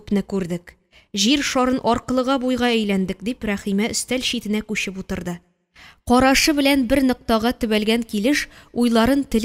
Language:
Tatar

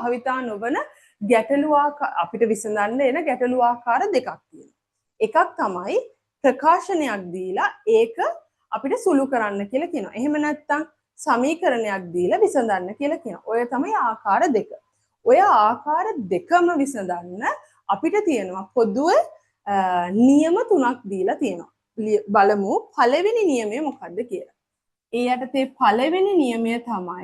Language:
Sinhala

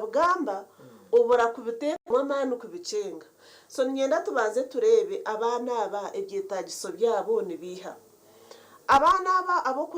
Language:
Nyankole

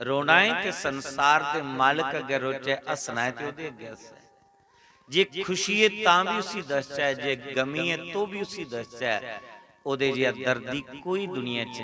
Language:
Dogri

